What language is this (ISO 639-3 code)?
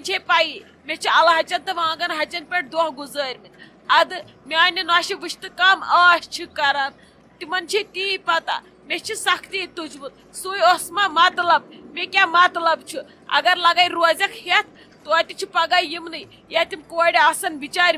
kas